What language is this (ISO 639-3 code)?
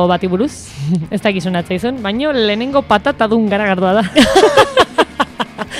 eus